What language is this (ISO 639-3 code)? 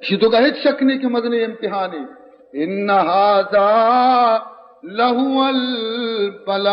bal